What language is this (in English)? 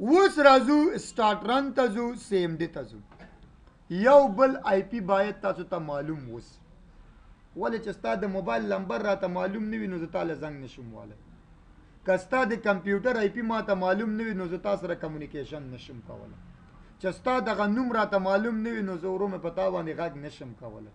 Pashto